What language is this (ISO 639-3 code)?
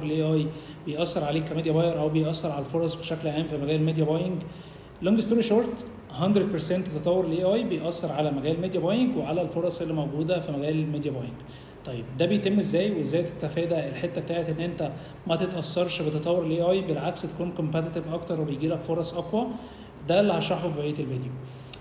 arz